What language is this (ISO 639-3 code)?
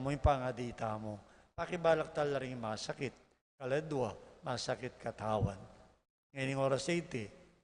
pam